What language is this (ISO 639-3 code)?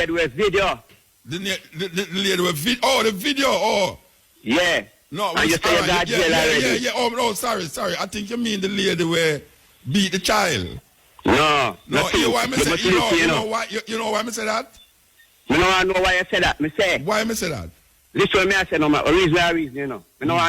jam